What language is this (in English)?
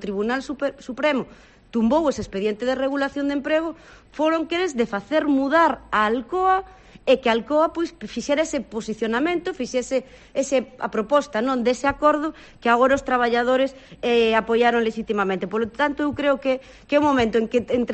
Galician